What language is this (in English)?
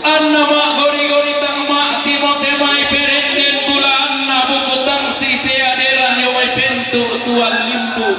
Toraja-Sa'dan